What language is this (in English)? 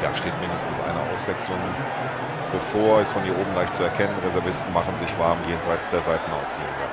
Bavarian